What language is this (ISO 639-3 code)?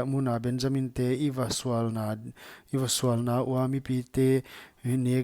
pck